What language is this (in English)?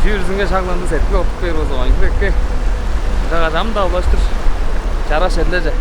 Tuvinian